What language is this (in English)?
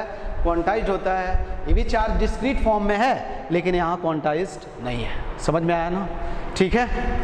Hindi